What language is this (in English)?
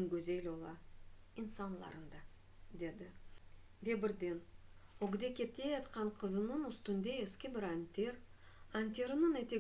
Crimean Tatar